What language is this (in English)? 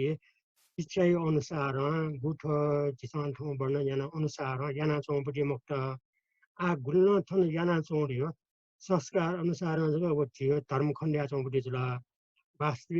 Newari